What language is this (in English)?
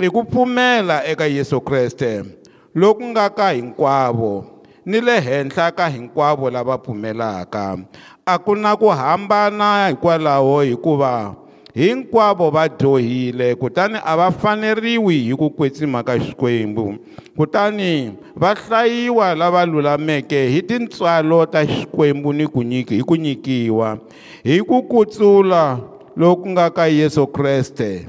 Tsonga